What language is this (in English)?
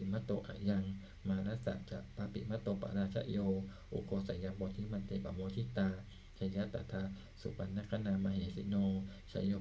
Pali